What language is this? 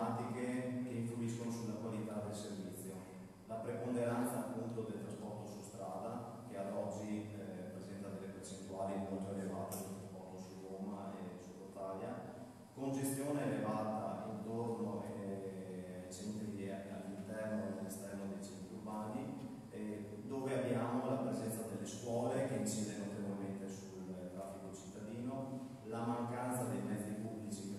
Italian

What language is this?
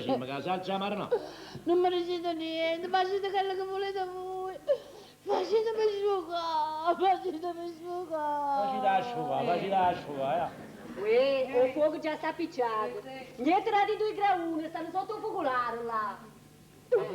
Neapolitan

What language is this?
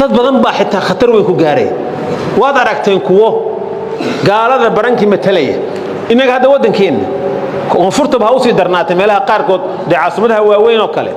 Somali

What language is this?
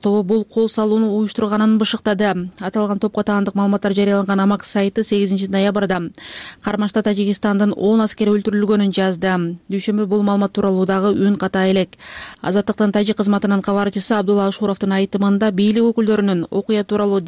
Kyrgyz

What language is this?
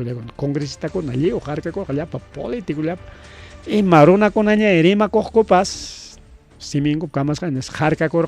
Ayacucho Quechua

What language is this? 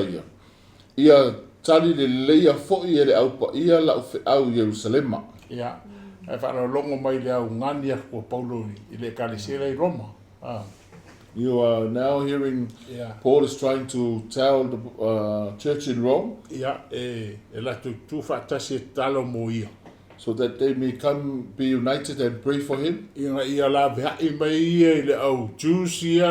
Samoan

